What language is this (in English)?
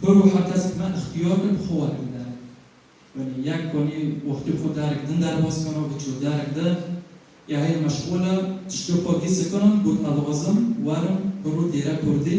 Kurdish